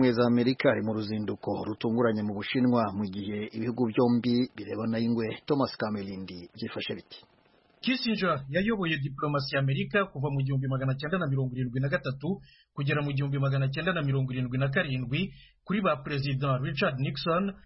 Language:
Kinyarwanda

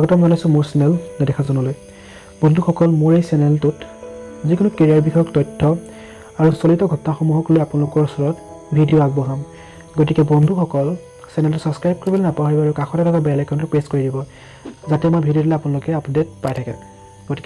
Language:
Assamese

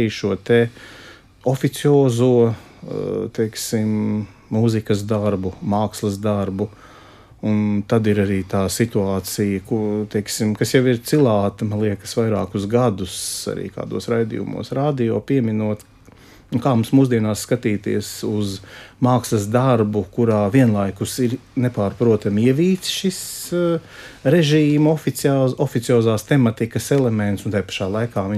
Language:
Latvian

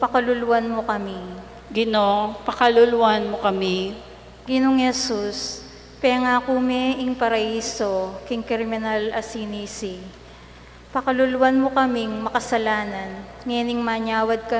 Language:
Pampanga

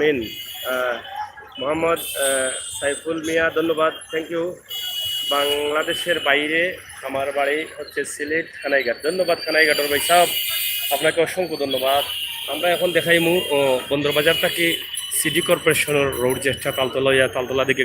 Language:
Sylheti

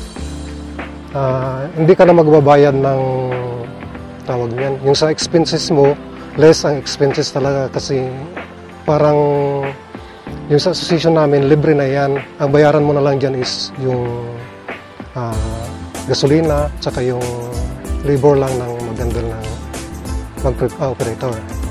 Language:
Filipino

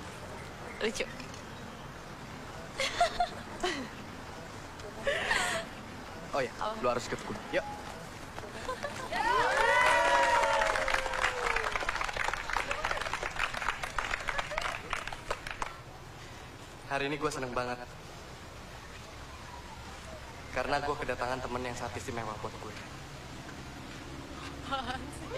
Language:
Indonesian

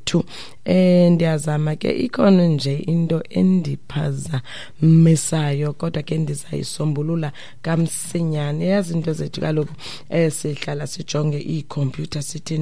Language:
Xhosa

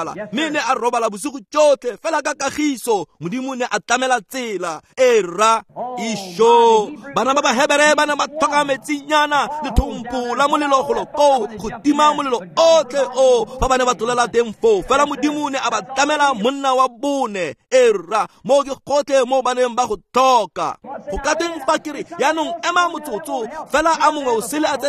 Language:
Tswana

